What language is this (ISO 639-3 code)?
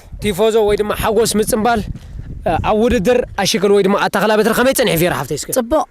tir